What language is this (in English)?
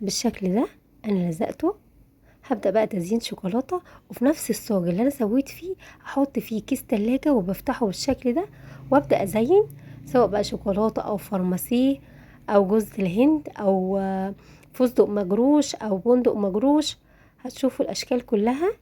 Egyptian Arabic